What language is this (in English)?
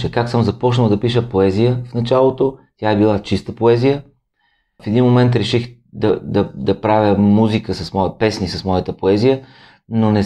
Bulgarian